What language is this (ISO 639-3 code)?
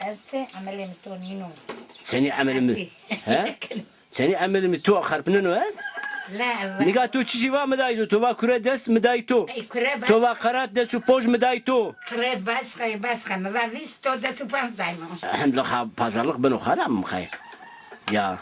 zza